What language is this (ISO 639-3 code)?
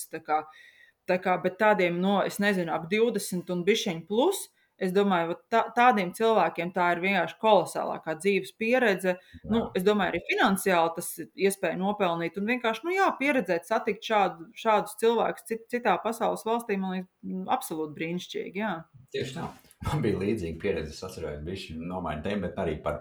lav